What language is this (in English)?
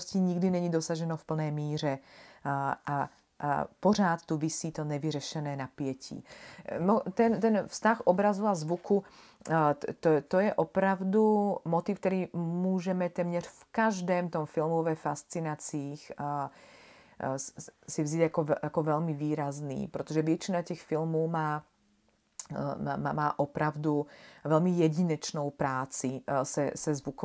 Czech